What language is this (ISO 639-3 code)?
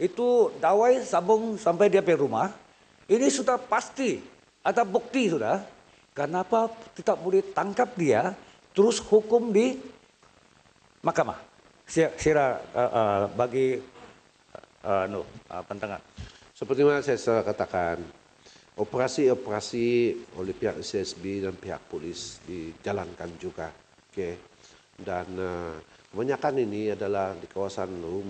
msa